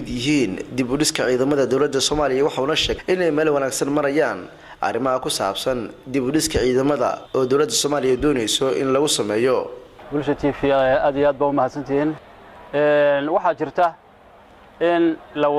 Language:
Somali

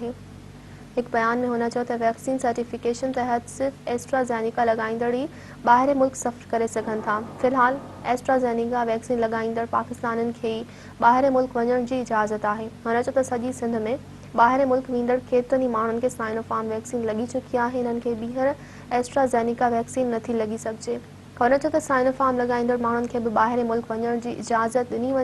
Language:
Sindhi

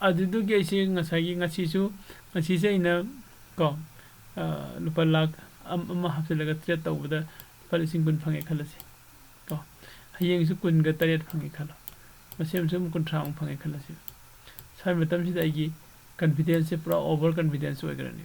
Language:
Manipuri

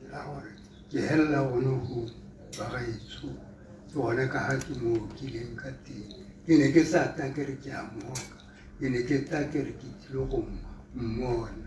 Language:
Tswana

